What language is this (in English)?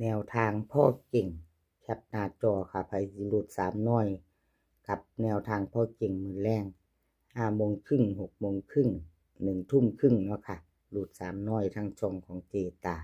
Northeastern Thai